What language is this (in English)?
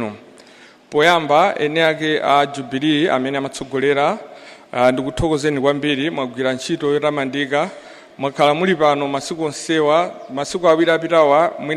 Nyanja